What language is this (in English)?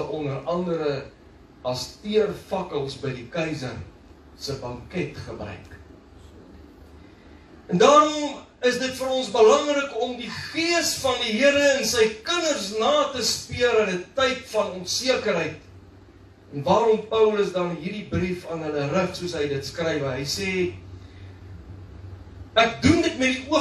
Afrikaans